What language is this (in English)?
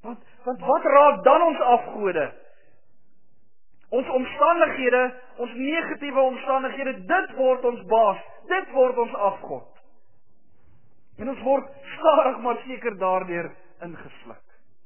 Afrikaans